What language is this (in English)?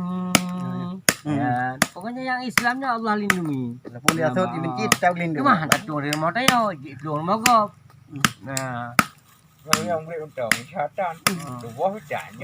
Achinese